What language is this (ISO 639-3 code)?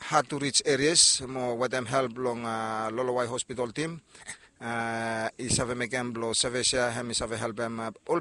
bis